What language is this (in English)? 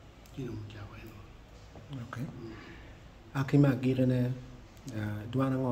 Acoli